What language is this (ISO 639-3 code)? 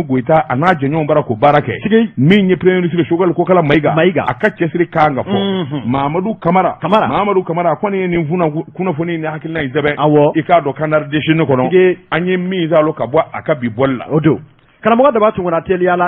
bam